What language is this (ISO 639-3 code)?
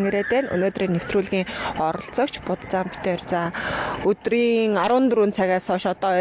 mon